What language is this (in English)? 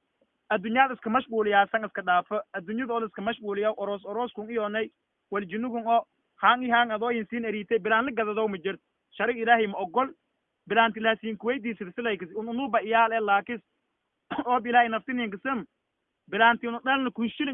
Somali